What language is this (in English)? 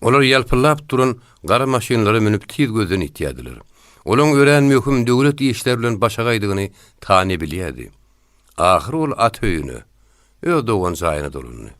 Turkmen